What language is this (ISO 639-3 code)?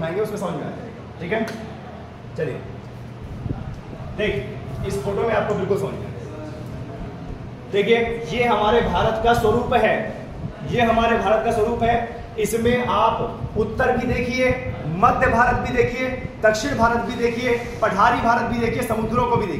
hin